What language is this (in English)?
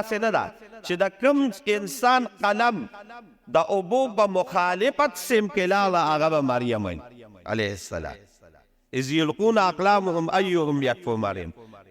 Pashto